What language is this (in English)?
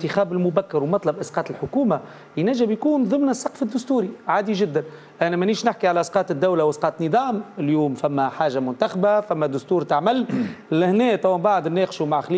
Tunisian Arabic